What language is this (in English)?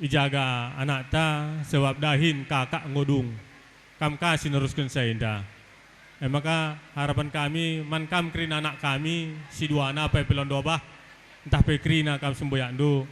Batak Karo